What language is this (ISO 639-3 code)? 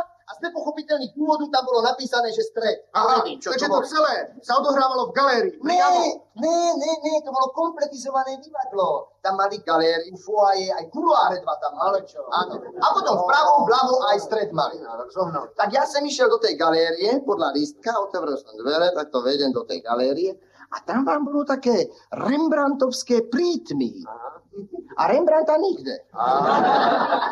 slk